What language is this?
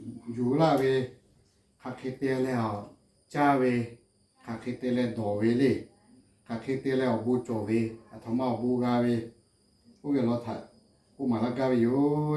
Lahu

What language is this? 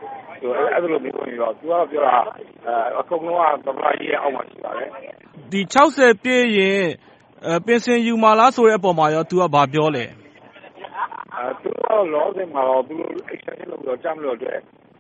Burmese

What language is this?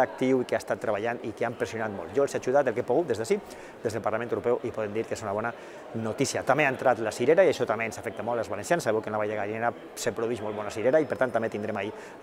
Catalan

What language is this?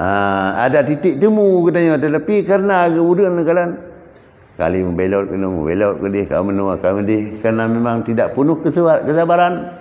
Achinese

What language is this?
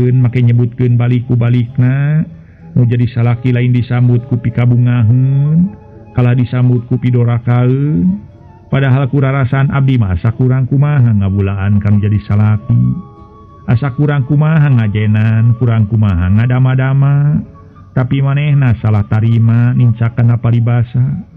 Sundanese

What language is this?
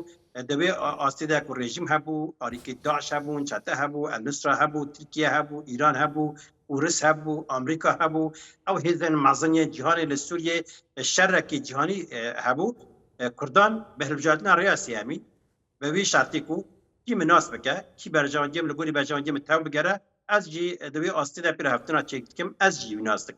Kurdish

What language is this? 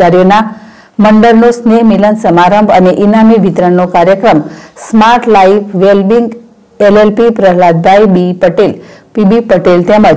Gujarati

